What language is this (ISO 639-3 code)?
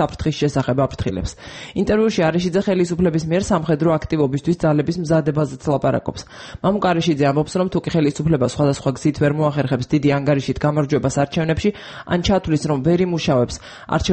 kat